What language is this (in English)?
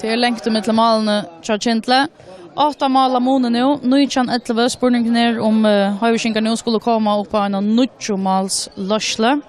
Faroese